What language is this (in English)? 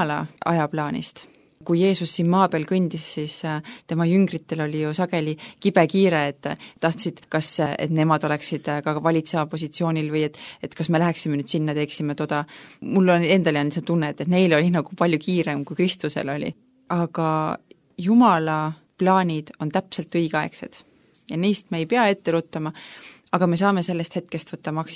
Estonian